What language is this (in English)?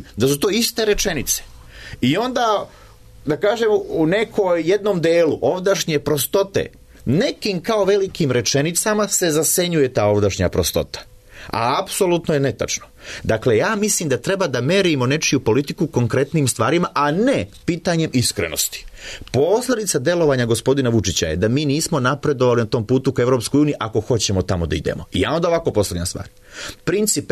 Serbian